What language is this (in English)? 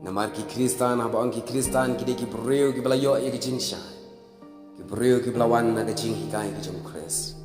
Khasi